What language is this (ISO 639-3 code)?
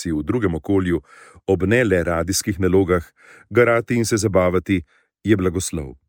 slv